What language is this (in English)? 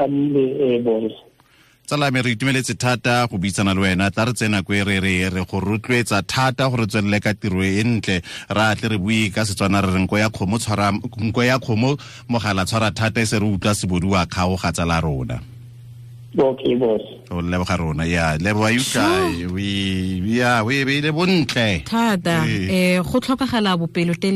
Tswana